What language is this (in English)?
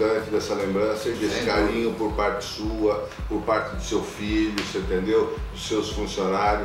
Portuguese